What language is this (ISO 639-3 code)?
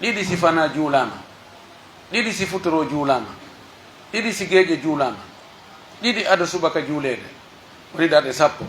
fuf